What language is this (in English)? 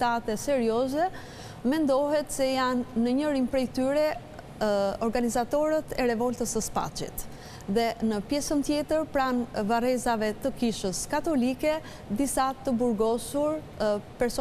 Albanian